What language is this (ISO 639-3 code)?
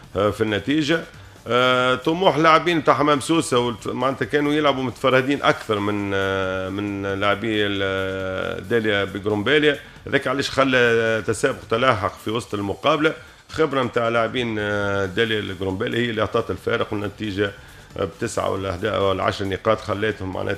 aeb